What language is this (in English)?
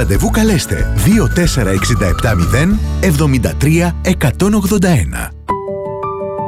Greek